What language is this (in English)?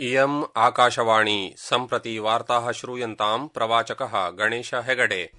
Sanskrit